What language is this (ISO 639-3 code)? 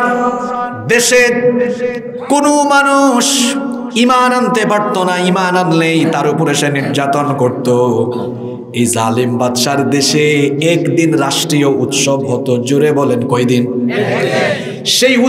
ben